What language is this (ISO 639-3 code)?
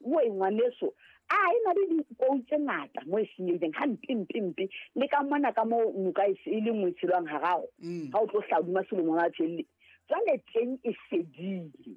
sot